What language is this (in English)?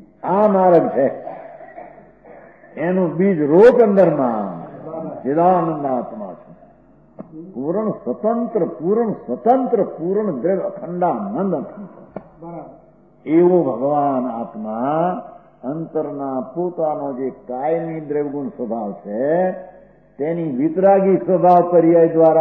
Gujarati